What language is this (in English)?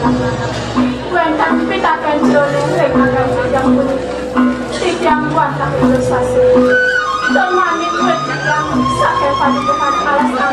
Balinese